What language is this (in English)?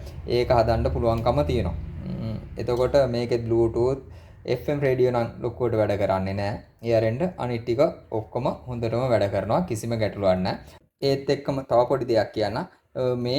Sinhala